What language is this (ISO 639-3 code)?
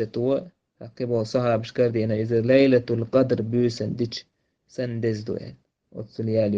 che